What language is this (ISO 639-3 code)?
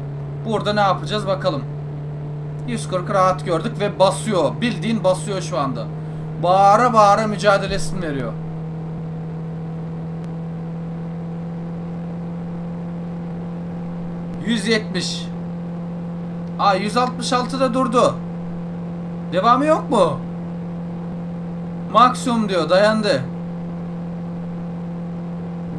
tur